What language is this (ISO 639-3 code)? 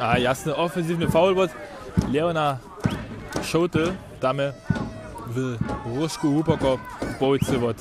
hsb